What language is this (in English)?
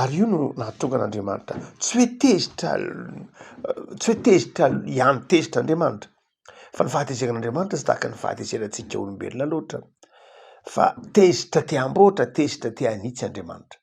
Malagasy